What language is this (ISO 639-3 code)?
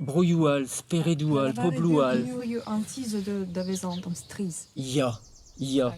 bre